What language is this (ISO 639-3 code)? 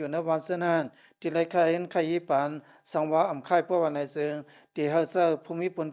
shn